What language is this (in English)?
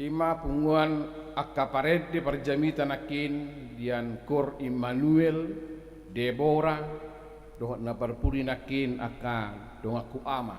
Batak Toba